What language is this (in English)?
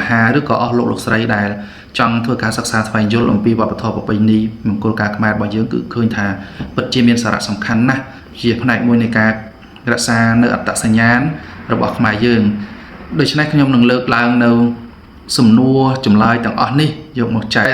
Khmer